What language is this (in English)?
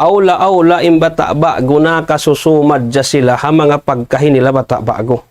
Tausug